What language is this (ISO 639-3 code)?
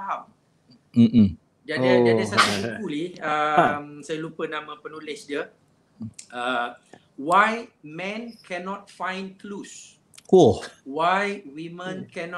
msa